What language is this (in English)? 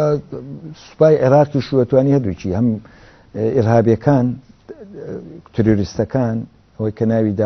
Central Kurdish